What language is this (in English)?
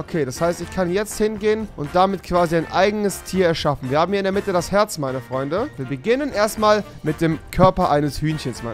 German